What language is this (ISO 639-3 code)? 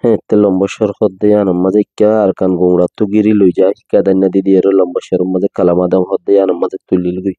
rhg